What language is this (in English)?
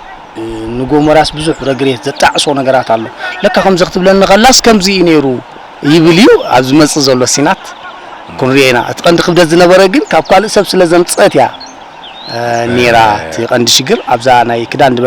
Tigrinya